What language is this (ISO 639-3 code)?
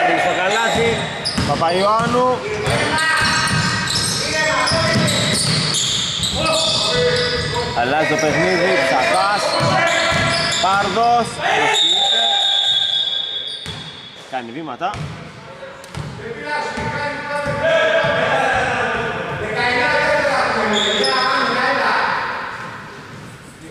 ell